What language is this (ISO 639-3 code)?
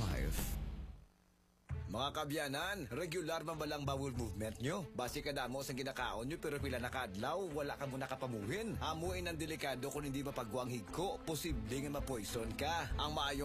hil